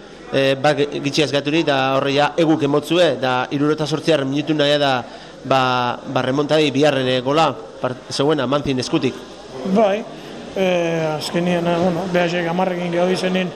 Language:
Basque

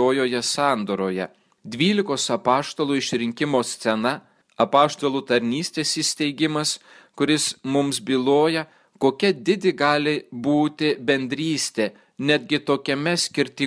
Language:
Lithuanian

